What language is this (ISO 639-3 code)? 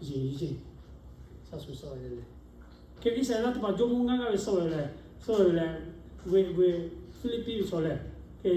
lhu